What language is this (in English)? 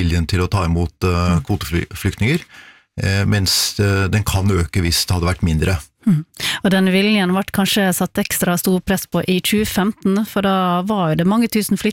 Norwegian